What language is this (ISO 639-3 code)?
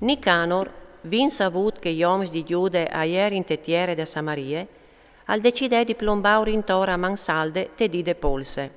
fur